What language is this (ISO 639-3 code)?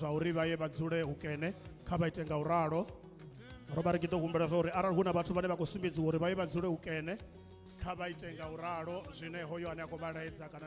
ven